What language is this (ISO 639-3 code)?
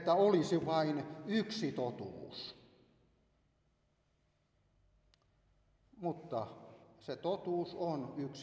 fin